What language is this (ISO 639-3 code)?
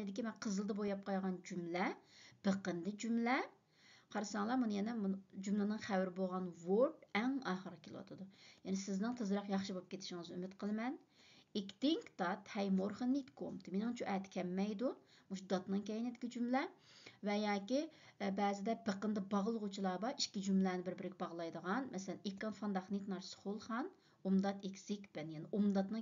uig